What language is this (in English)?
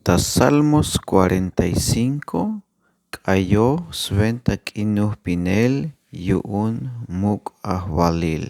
Tzeltal